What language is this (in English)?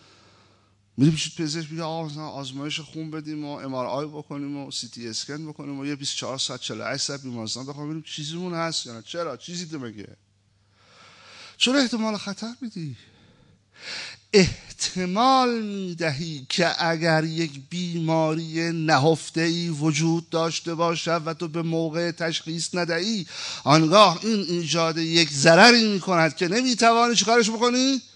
Persian